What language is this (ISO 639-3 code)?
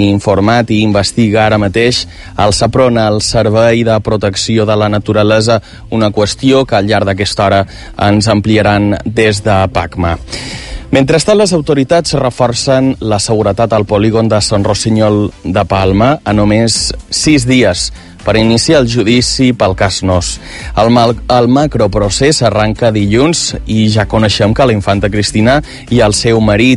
cat